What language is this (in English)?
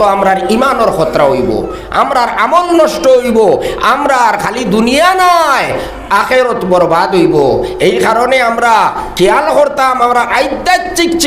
Sylheti